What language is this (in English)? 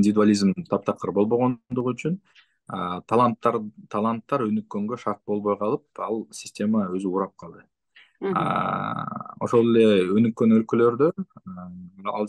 Kyrgyz